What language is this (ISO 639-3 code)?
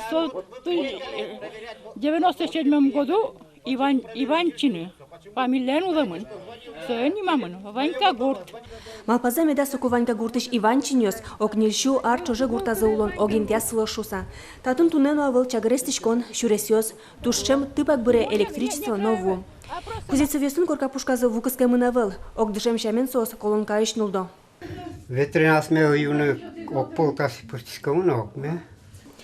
udm